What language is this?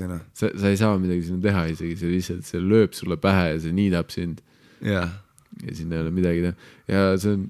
Estonian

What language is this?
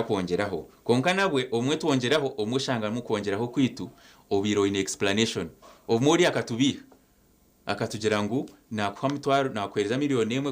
Nyankole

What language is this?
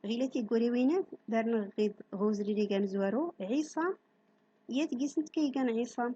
Central Atlas Tamazight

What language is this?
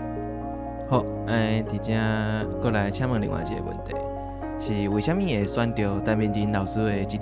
Min Nan Chinese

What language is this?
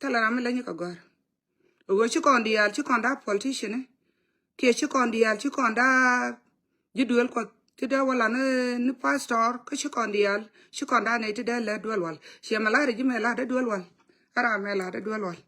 Nuer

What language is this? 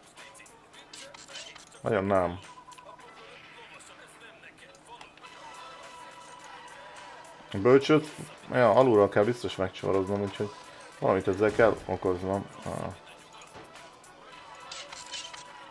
Hungarian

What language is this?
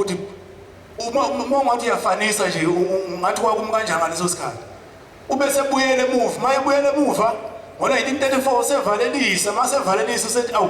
Zulu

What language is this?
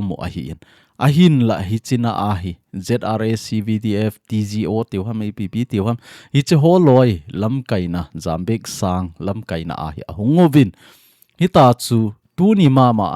Thado Chin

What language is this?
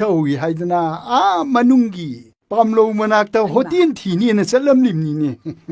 Manipuri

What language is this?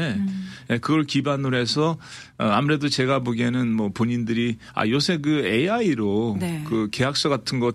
Korean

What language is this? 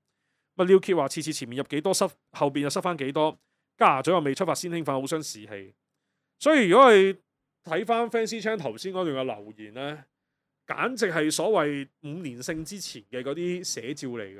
Cantonese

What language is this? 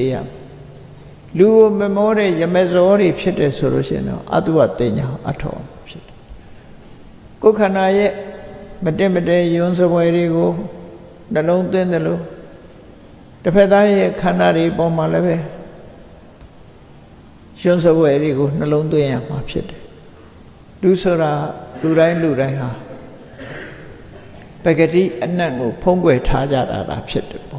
Burmese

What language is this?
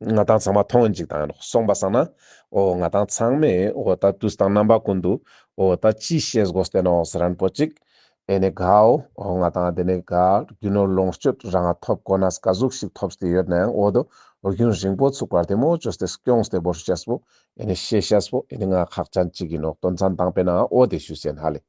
Ladakhi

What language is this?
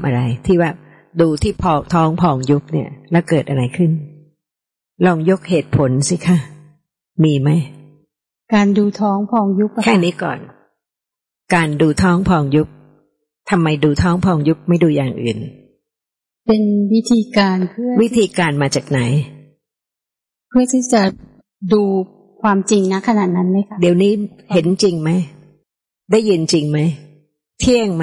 Thai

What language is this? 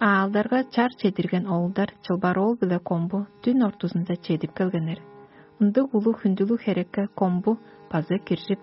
Tuvinian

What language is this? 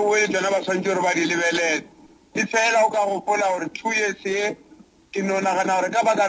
Northern Sotho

